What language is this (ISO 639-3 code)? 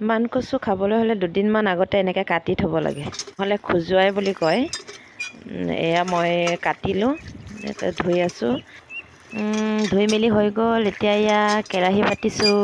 asm